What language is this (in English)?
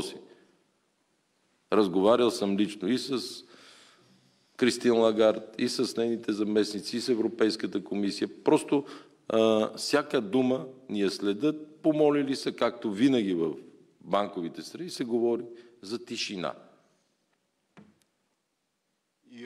Bulgarian